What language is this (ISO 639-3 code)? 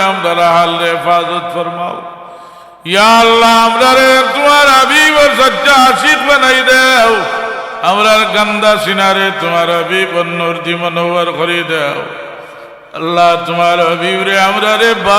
syl